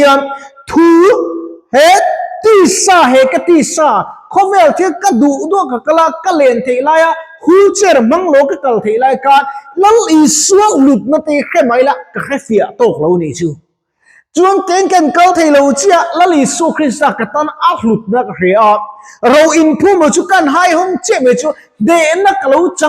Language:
Mizo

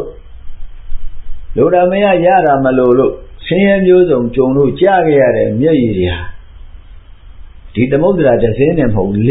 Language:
Burmese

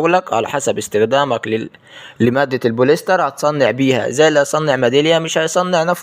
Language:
Egyptian Arabic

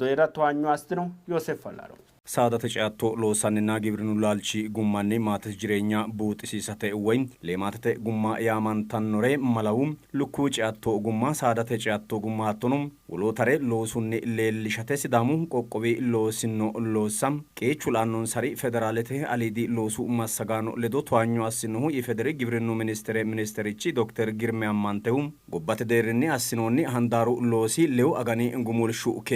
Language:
Sidamo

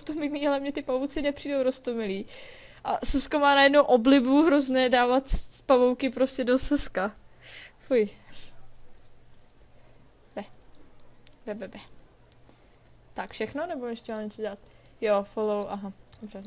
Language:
Czech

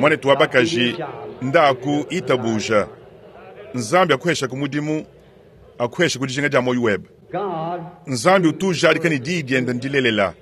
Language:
Luba-Lulua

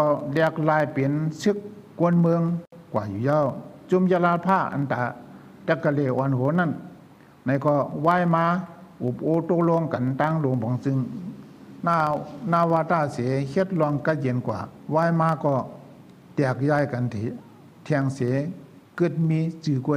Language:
Shan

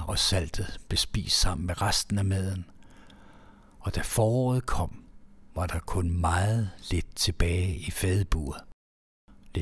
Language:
Danish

